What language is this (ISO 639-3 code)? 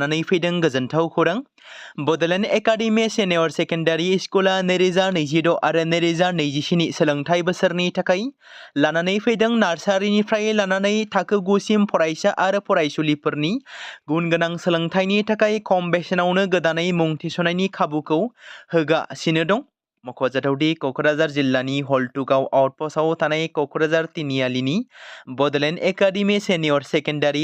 brx